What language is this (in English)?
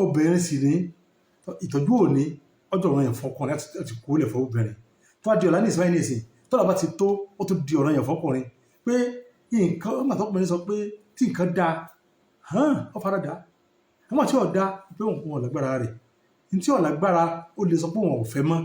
Yoruba